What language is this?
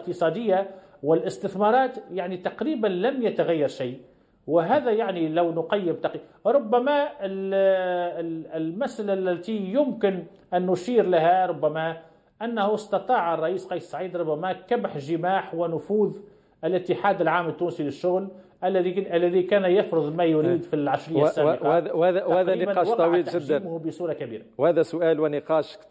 Arabic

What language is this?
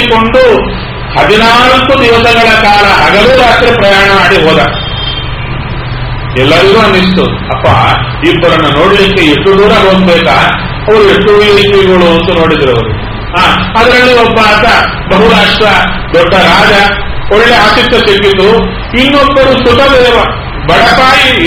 Kannada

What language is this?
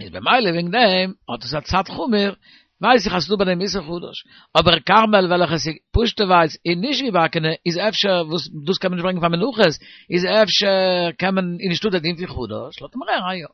Yiddish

